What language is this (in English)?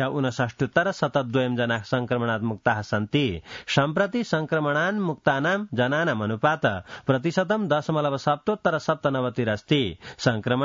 Sanskrit